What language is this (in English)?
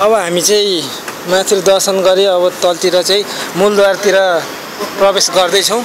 Nepali